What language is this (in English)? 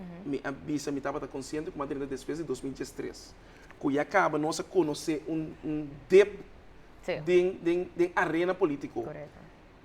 Papiamento